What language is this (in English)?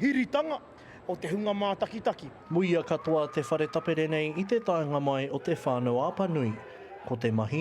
Māori